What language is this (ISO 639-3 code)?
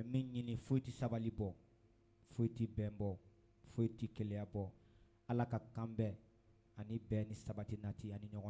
bam